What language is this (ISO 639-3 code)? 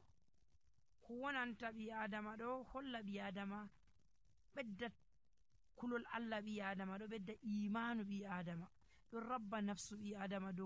fuv